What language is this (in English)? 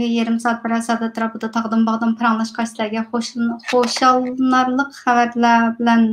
Uyghur